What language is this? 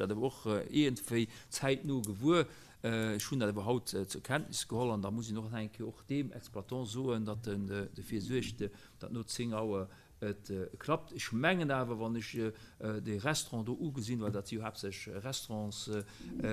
Luxembourgish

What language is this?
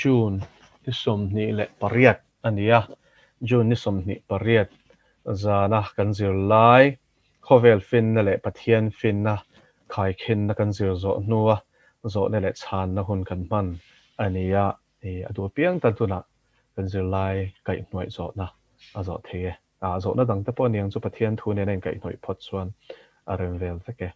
Mizo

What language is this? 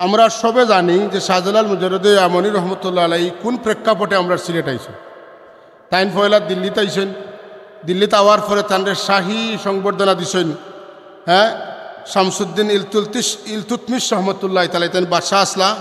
Sylheti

